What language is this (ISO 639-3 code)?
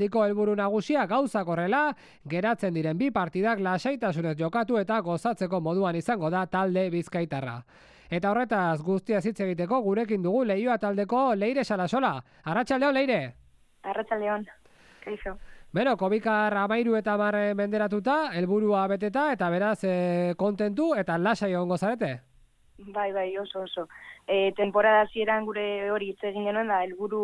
eus